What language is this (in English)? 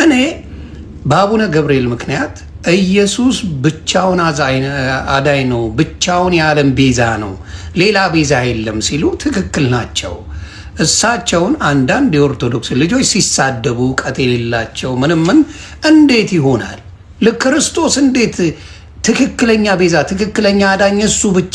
Amharic